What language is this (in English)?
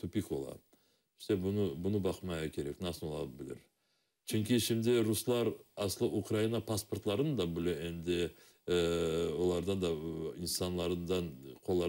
Crimean Tatar